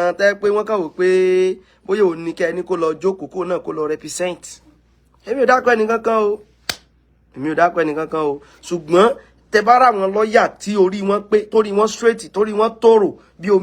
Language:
Yoruba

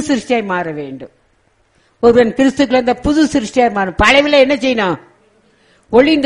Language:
Tamil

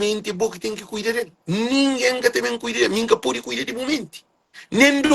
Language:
Kabuverdianu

